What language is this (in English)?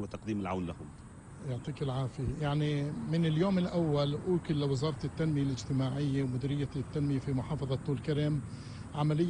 North Levantine Arabic